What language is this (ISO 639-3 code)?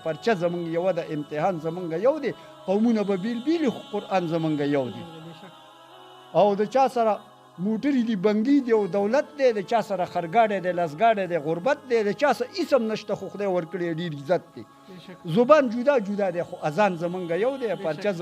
pus